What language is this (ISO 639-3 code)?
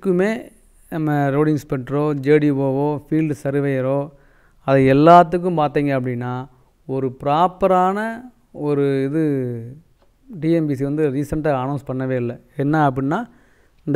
tam